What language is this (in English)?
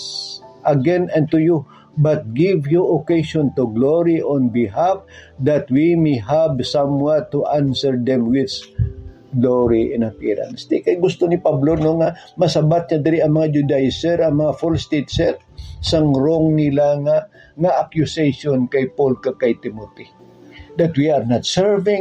Hiligaynon